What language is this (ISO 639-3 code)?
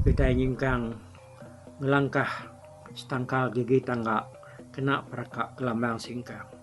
iba